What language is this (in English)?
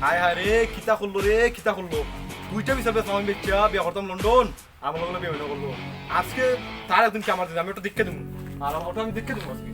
Sylheti